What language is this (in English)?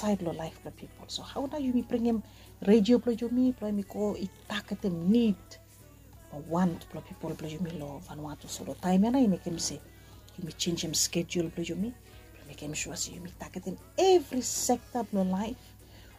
Bislama